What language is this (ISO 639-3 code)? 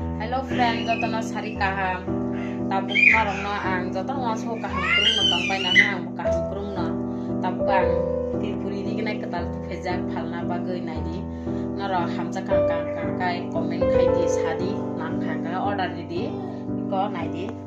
trp